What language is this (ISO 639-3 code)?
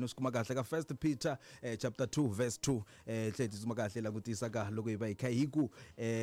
tso